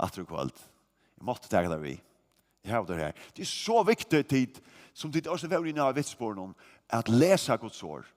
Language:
Faroese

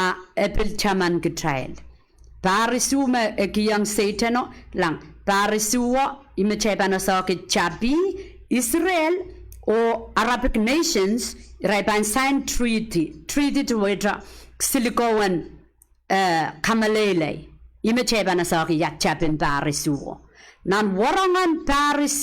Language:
Pohnpeian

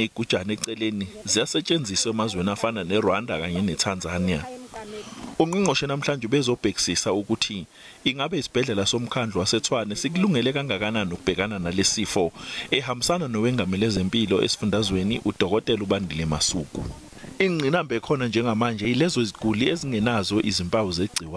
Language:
Zulu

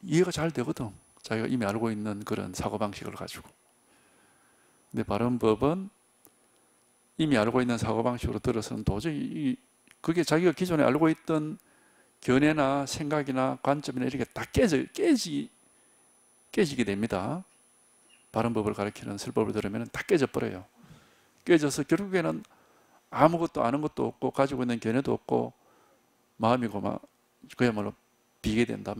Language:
Korean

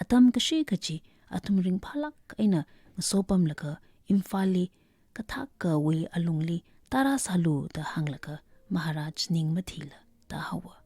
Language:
Tangkhul Naga (India)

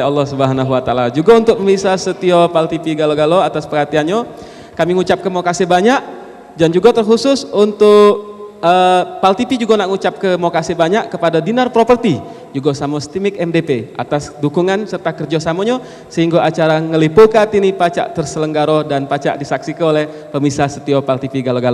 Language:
Musi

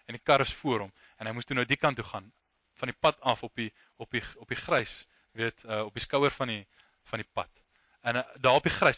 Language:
Afrikaans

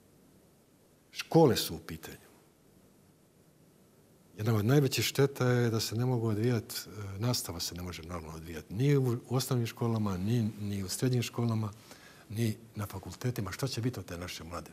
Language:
Croatian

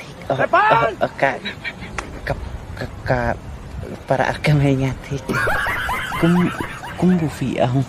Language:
Khasi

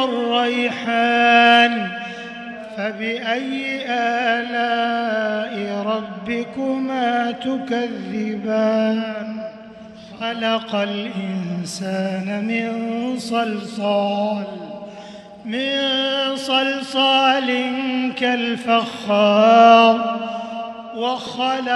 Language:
Arabic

